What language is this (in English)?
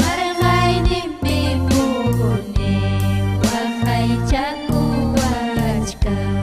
Ayacucho Quechua